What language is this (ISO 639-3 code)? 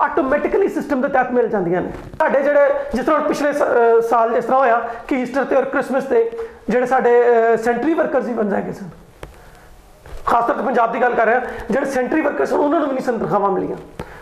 pan